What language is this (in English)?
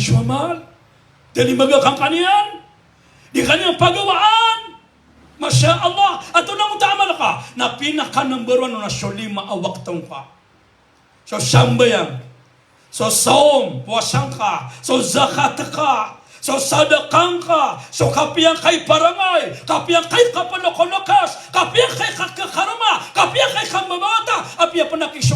Maranao